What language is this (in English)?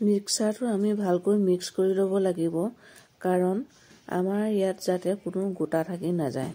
Assamese